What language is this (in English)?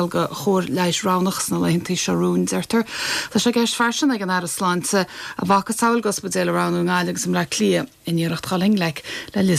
Irish